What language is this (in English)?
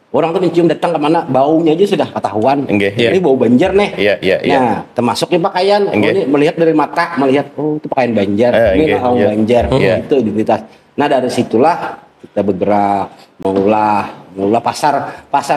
Banjar